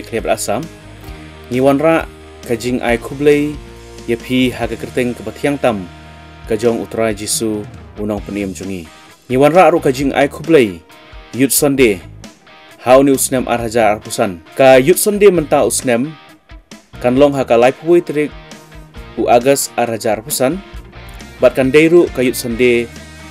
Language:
Khasi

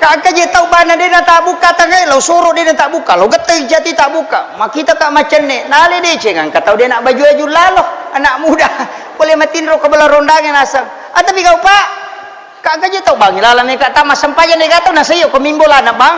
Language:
Buginese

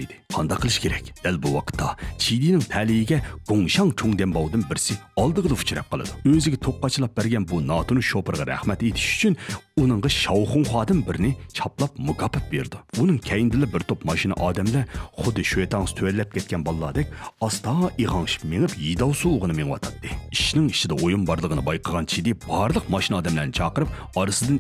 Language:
Uyghur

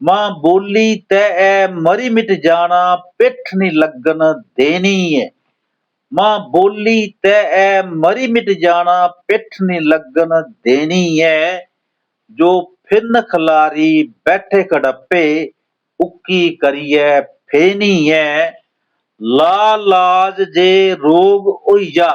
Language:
Dogri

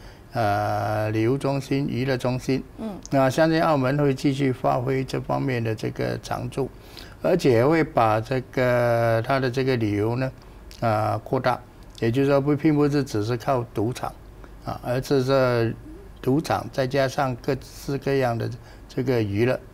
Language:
Chinese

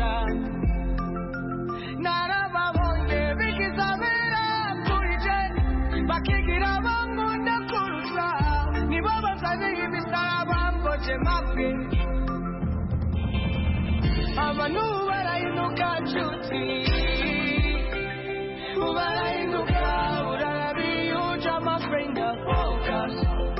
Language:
Kinyarwanda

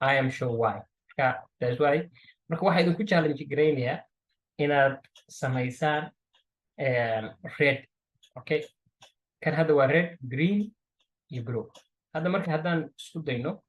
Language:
Somali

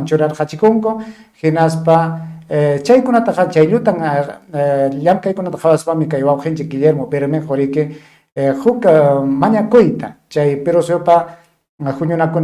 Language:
Ayacucho Quechua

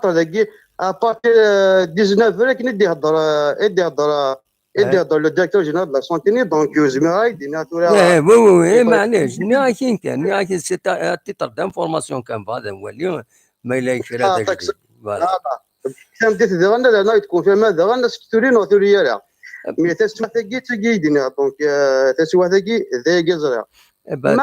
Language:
Kabyle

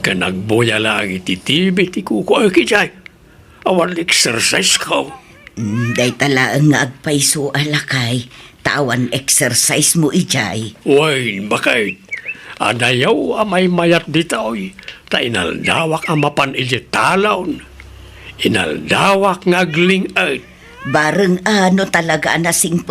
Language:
Iloko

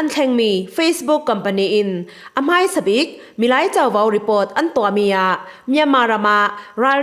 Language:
Falam Chin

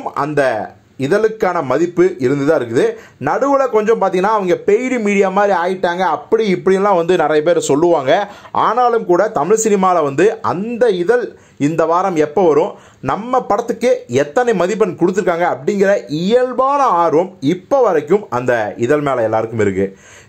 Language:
Tamil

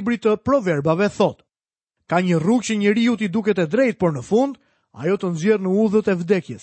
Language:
Albanian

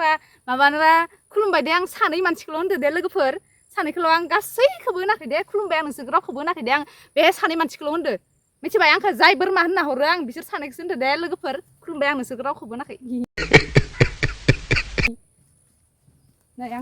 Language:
Bodo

